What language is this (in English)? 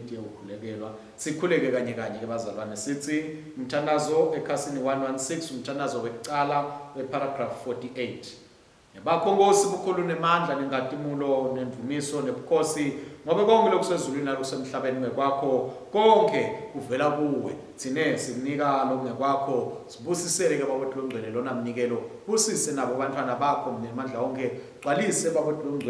Swati